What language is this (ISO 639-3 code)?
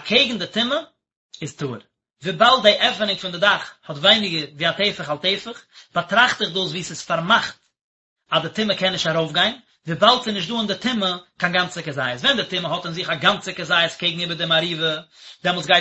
yid